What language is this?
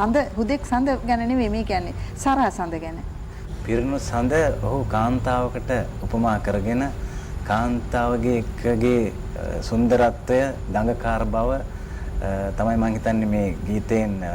Sinhala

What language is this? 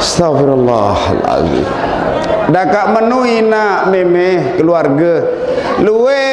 Sasak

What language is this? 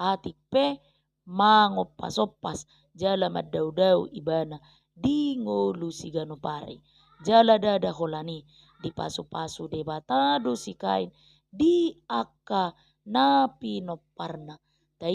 Batak Toba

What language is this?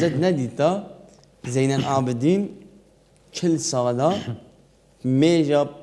Kurdish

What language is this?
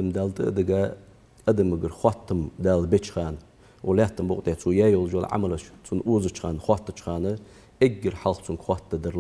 Ingush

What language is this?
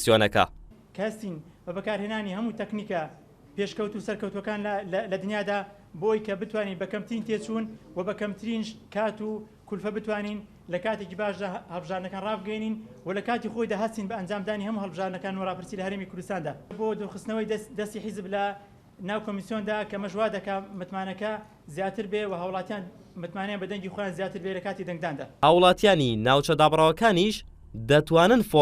Central Kurdish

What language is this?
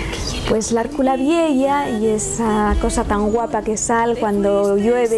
Asturian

